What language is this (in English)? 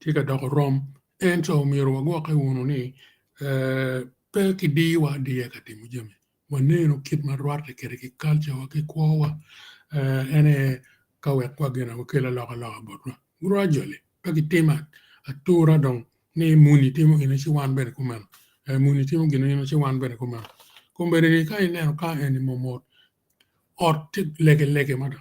Acoli